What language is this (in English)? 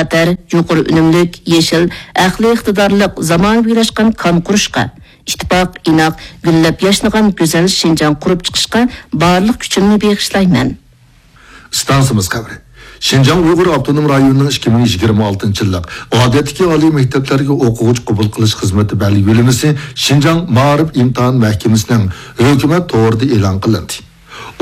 Uyghur